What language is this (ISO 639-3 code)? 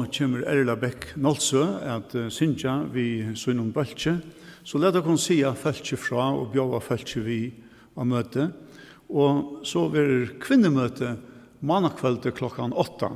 fao